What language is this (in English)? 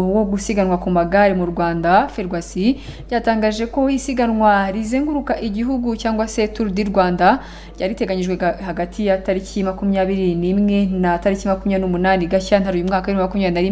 Kinyarwanda